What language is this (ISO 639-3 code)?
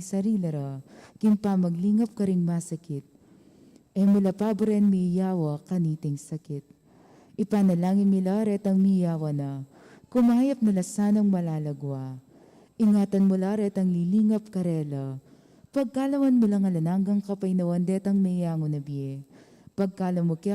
pam